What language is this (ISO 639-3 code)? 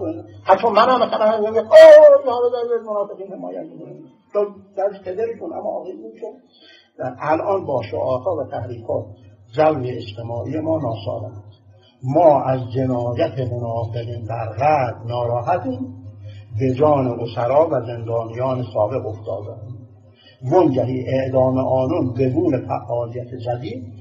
fas